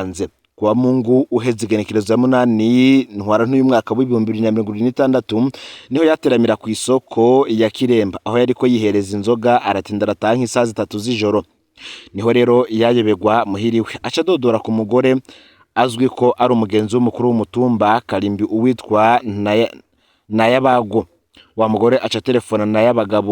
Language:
Rundi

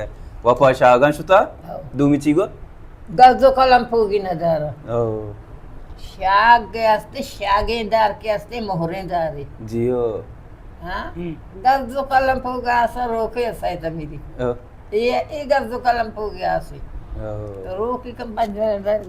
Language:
Baluchi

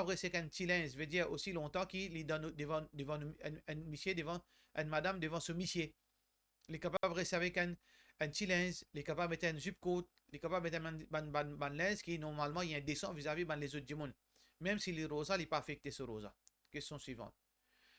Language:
Morisyen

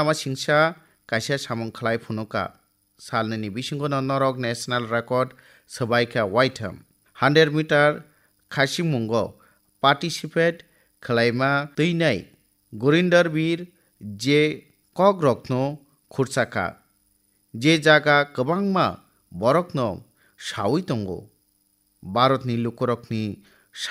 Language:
Kok Borok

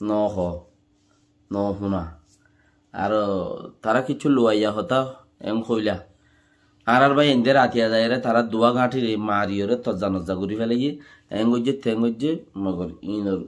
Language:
Rohingya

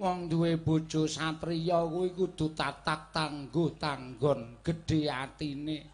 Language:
Javanese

